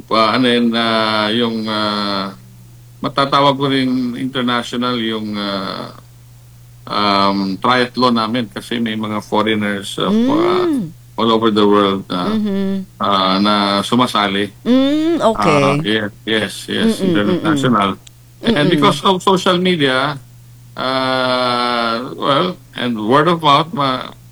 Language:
Filipino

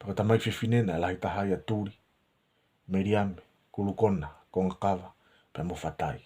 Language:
Tongan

